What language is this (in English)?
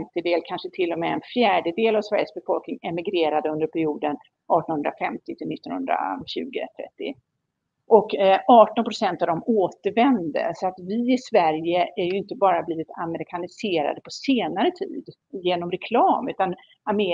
Swedish